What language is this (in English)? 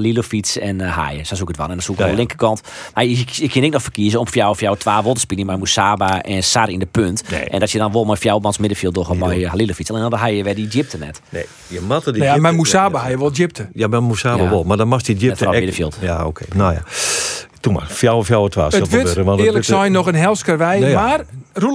Western Frisian